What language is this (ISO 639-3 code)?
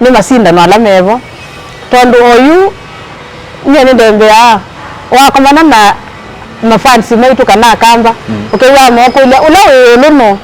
kam